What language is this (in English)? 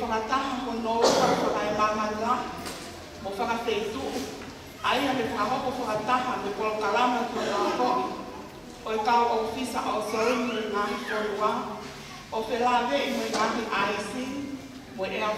Tongan